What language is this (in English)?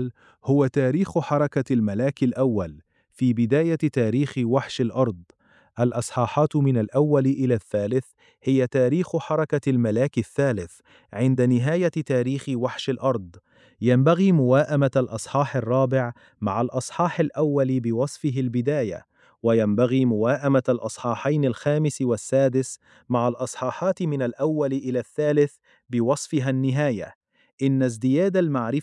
Arabic